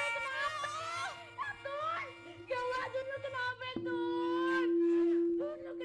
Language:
Betawi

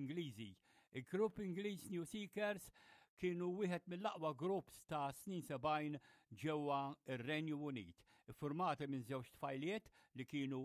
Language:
Maltese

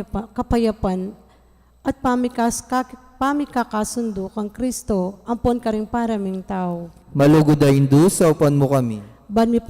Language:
Pampanga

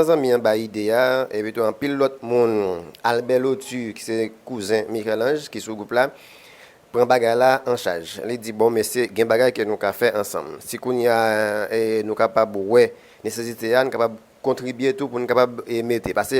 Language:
Haitian Creole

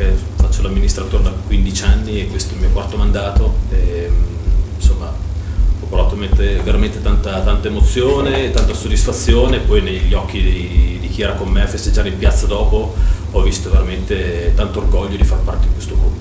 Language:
Italian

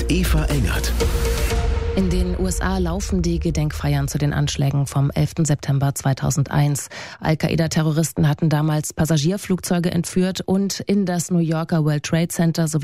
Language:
German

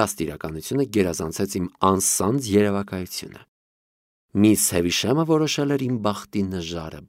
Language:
Armenian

